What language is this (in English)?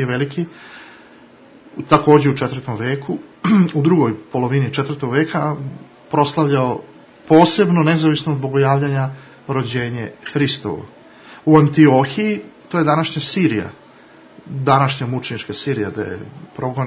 Serbian